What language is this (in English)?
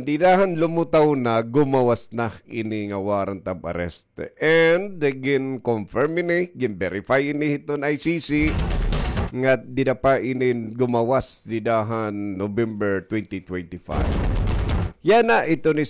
Waray